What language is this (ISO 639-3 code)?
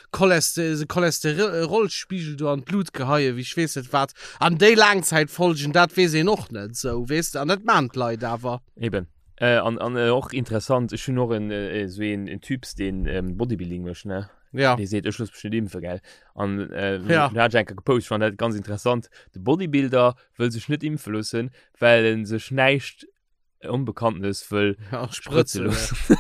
ltz